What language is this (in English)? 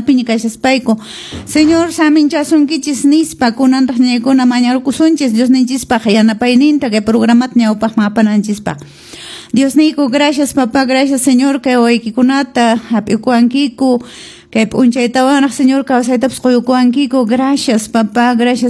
Quechua